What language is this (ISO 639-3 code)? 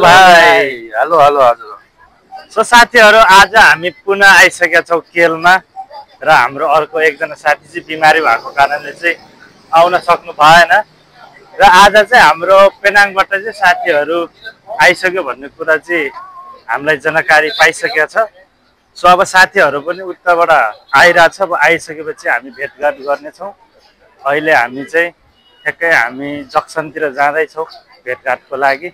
nep